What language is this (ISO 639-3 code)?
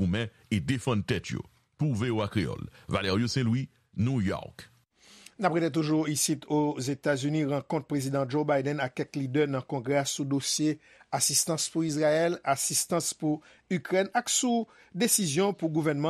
hat